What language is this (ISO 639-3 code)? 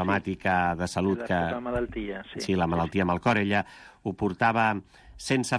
cat